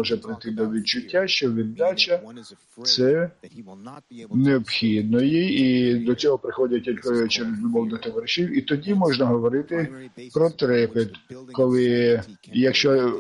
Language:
Ukrainian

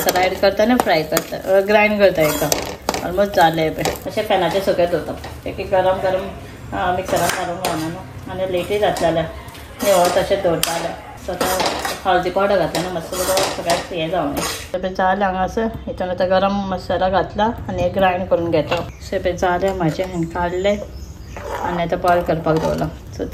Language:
Konkani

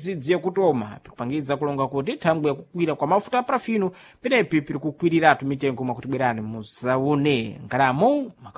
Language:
Sena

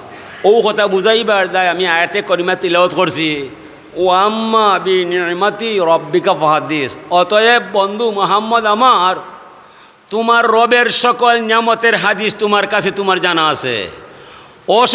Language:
Sylheti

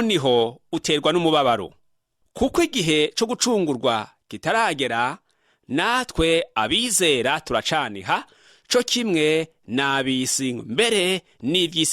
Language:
Rundi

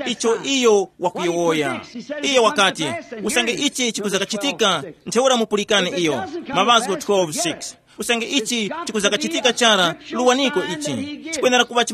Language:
Tumbuka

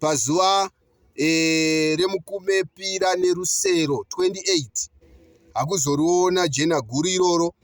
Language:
Shona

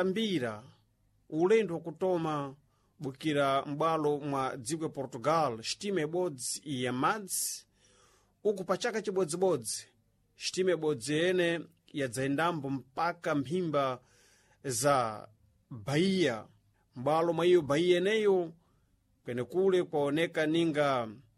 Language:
Sena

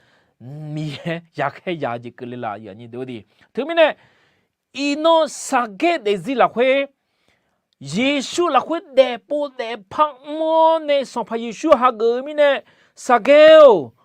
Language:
Akha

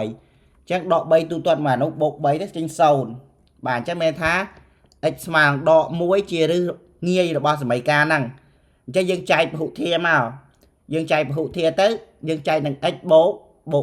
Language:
Khmer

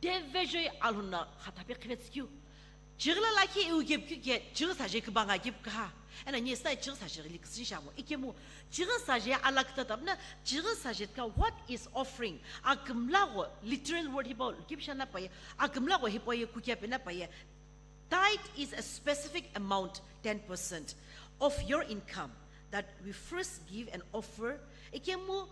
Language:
Sumi Naga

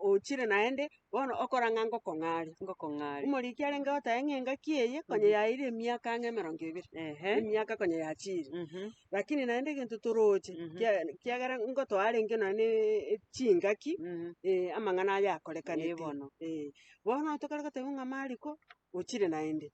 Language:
Gusii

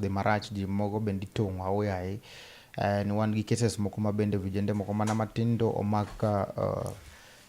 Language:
Luo (Kenya and Tanzania)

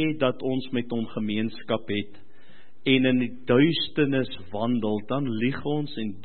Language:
Afrikaans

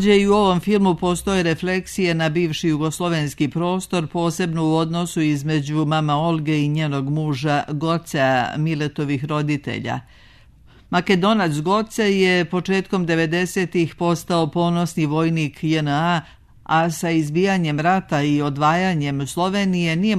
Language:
Serbian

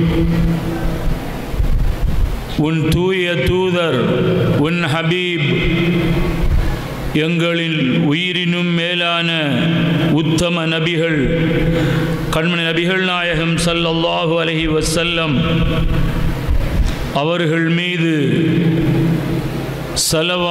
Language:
Tamil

